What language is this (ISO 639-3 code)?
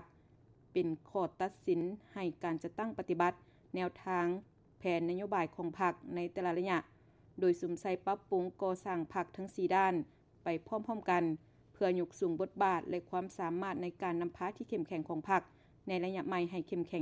lao